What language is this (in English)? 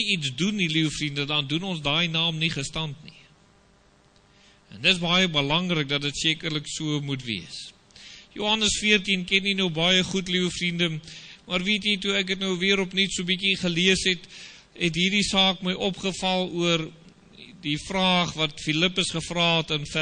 Afrikaans